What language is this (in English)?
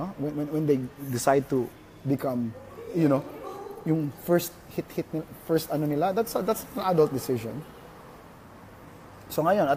Filipino